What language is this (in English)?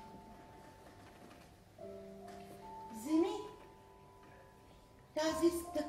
Bulgarian